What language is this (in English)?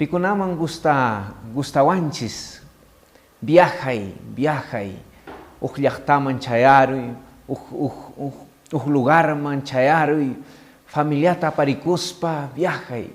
Quechua